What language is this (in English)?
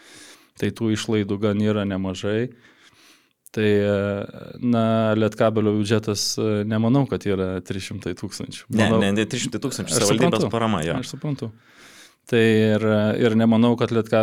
Lithuanian